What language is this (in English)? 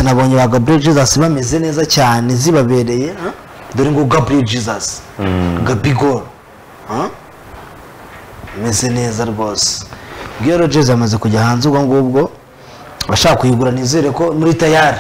Kinyarwanda